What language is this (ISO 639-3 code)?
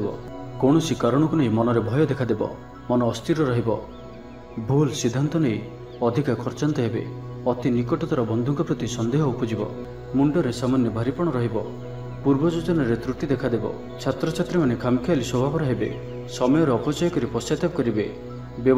ori